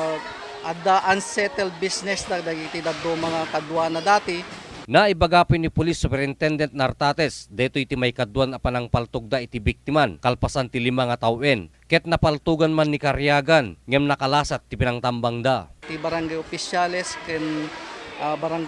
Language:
Iloko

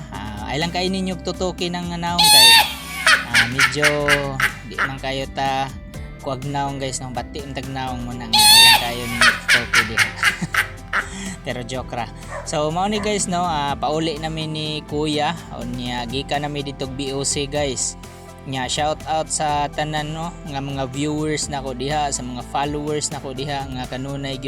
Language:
Cebuano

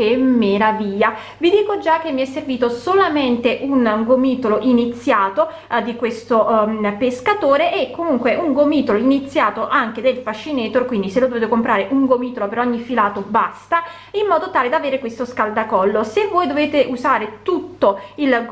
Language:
Italian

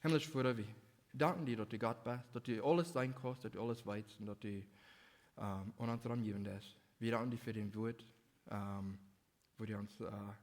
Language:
Plautdietsch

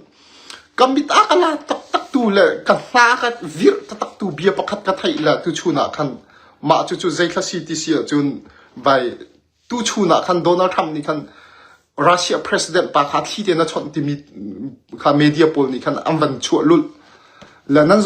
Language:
Hakha Chin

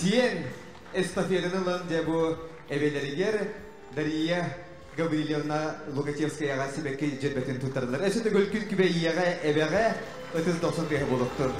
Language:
Yakut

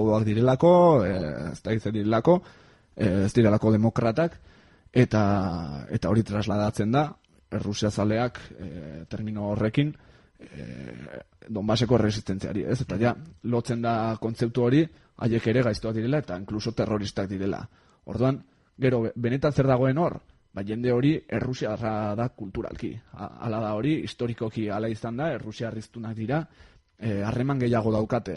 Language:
Basque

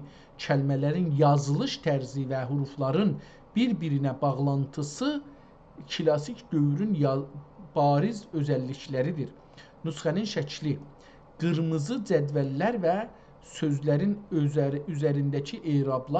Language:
South Azerbaijani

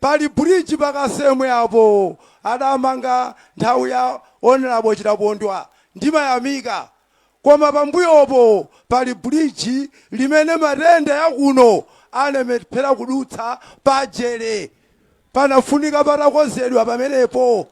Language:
Nyanja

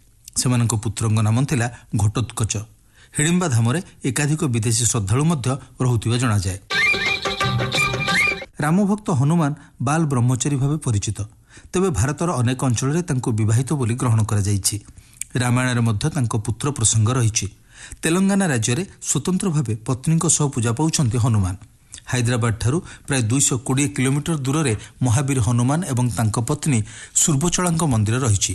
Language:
Odia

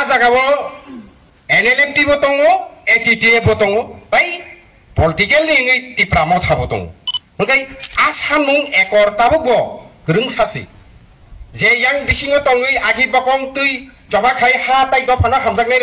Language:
Riang (India)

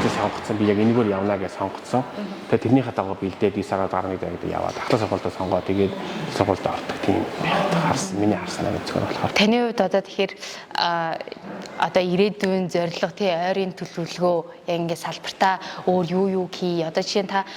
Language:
Mongolian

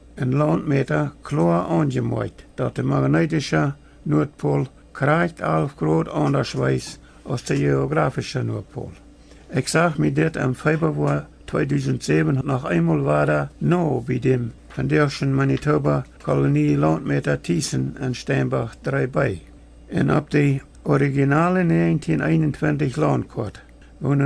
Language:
Plautdietsch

